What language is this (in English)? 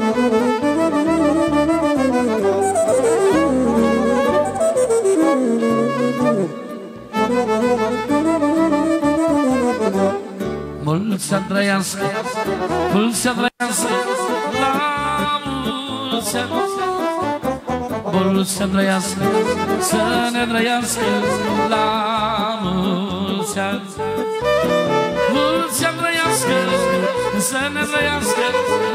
Romanian